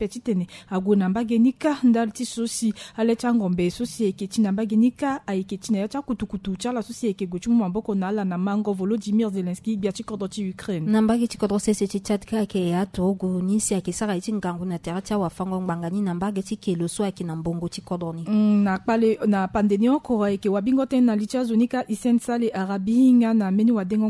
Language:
Sango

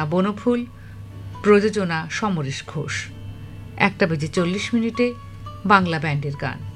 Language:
Bangla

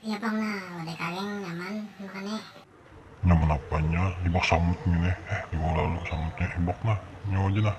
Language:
Banjar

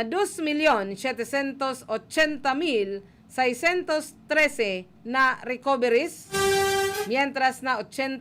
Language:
Bikol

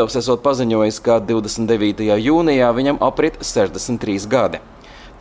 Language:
Latvian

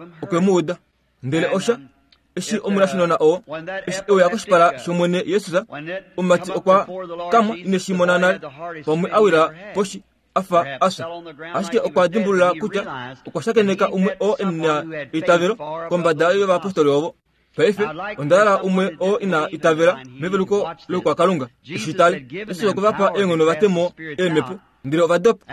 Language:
Kuanyama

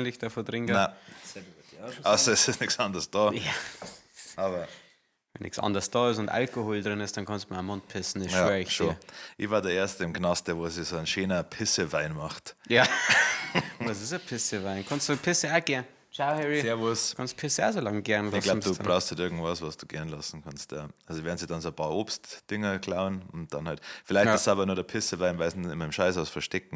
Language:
Bavarian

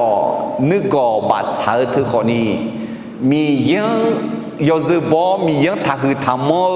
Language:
Akha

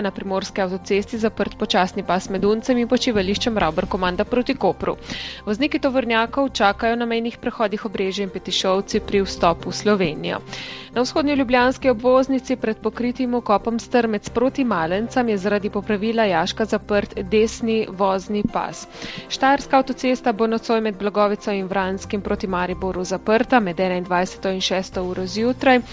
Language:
Slovenian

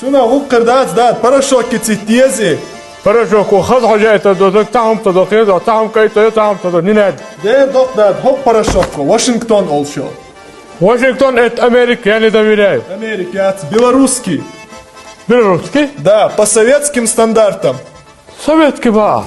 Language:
Chechen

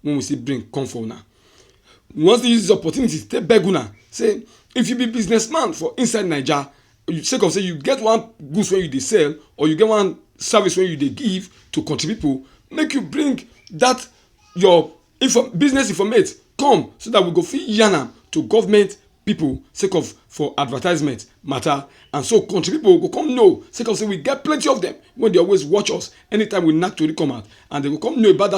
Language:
Nigerian Pidgin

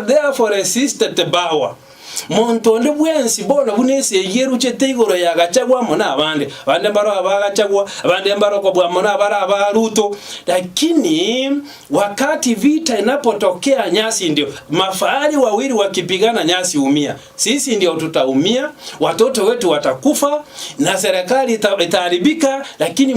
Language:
Gusii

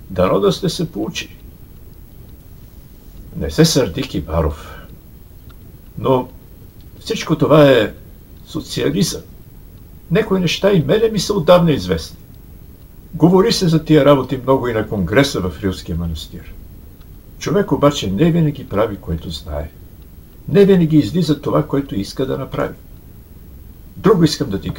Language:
Bulgarian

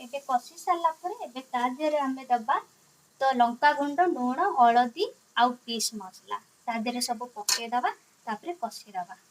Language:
Odia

